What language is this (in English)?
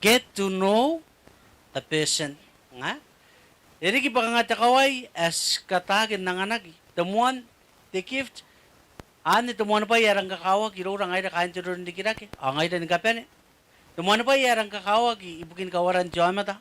Gilbertese